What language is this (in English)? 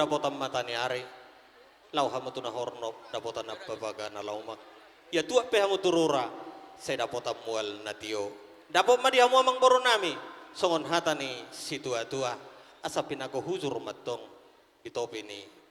Batak Toba